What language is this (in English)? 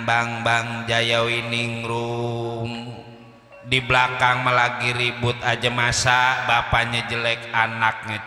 Betawi